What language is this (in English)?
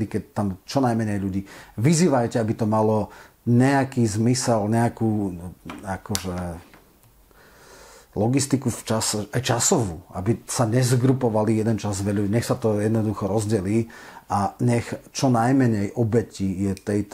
Slovak